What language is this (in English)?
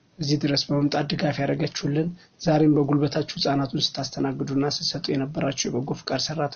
Amharic